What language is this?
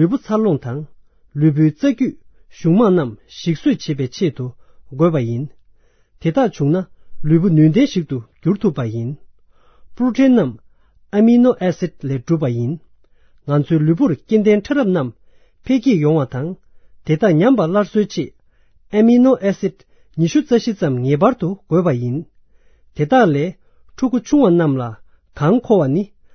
Tibetan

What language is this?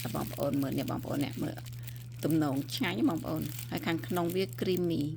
Khmer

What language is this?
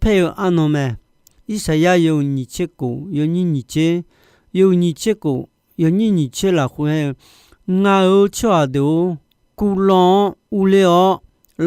Akha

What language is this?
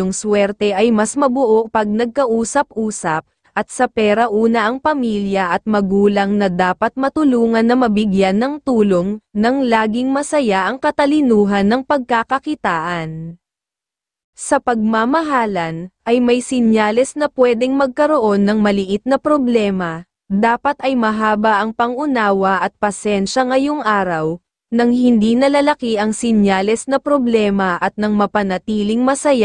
Filipino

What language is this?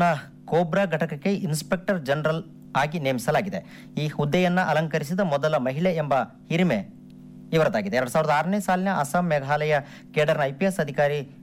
Kannada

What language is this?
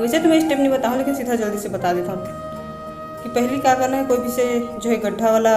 Chhattisgarhi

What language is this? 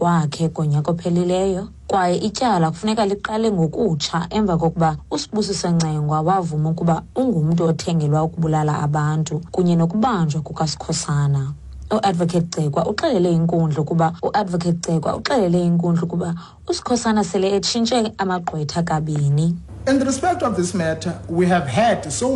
Xhosa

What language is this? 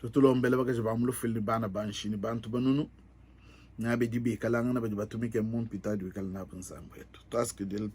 Luba-Lulua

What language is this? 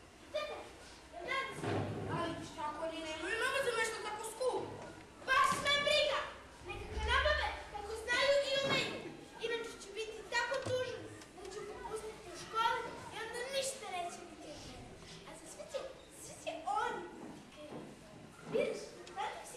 Serbian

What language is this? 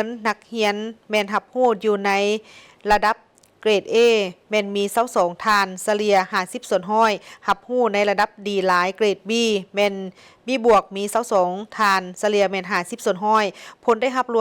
Lao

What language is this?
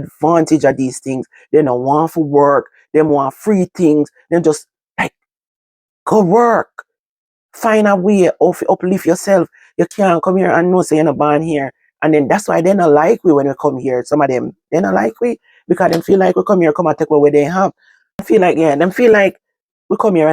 Jamaican Creole English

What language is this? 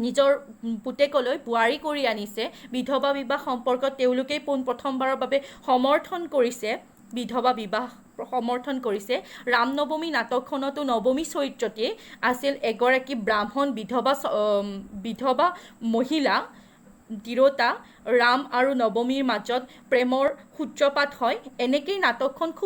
Assamese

